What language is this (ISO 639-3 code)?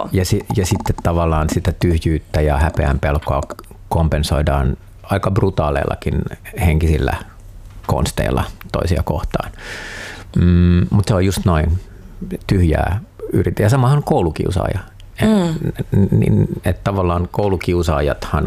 fin